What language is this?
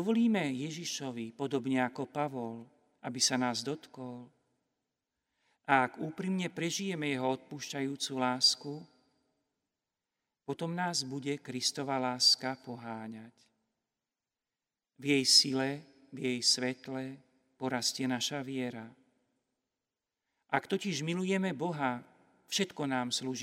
Slovak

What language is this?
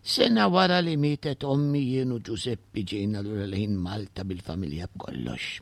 Maltese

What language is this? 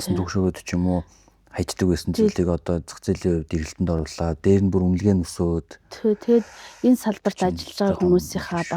Mongolian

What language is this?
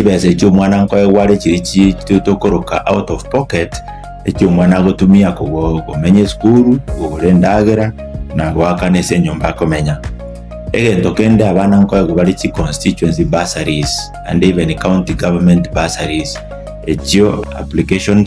Gusii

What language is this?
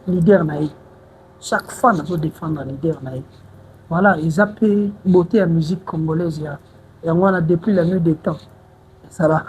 Lingala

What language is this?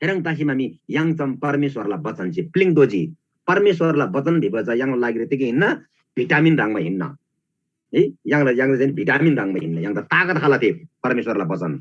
Eastern Tamang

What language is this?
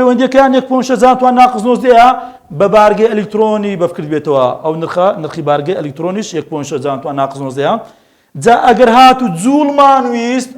Central Kurdish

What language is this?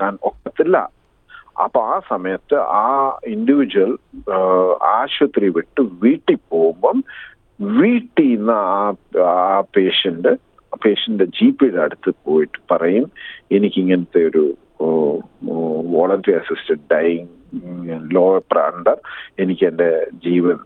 Malayalam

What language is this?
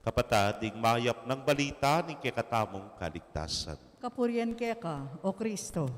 Pampanga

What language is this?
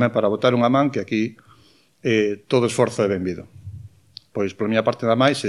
Galician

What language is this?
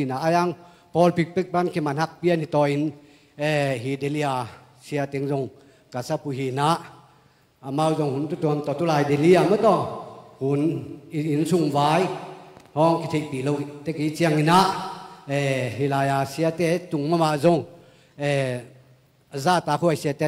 Tedim Chin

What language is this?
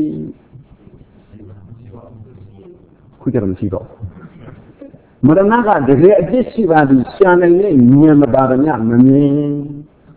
Burmese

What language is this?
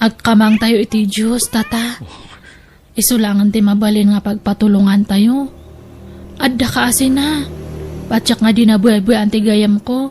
Iloko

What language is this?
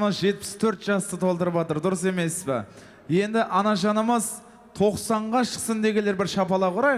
Kara-Kalpak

